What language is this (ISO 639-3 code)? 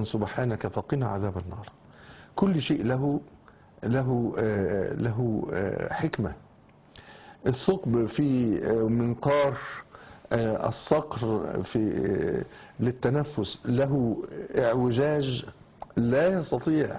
ara